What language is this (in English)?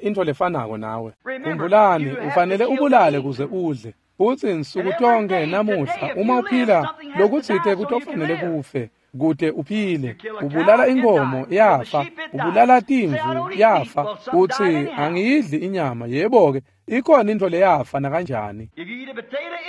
Swati